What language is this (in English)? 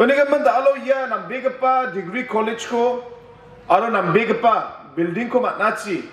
Garo